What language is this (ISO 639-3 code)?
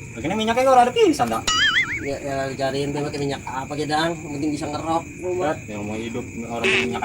bew